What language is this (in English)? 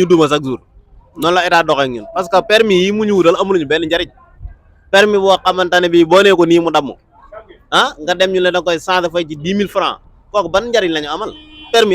Wolof